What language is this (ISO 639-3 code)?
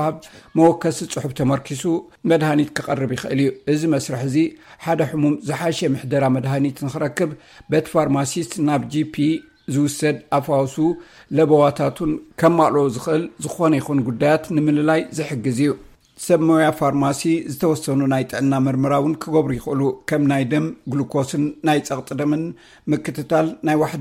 tir